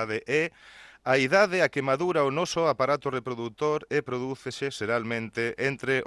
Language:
Galician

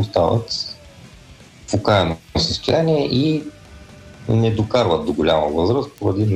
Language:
Bulgarian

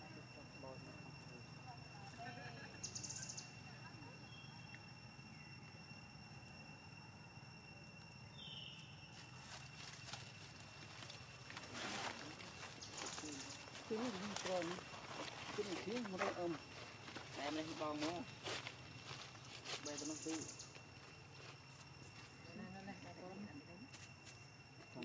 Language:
Vietnamese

